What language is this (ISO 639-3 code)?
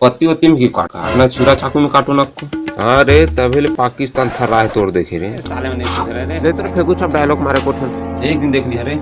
hne